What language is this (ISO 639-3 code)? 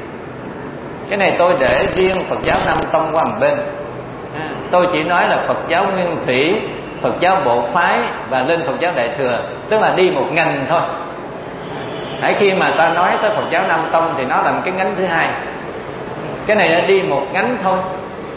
vie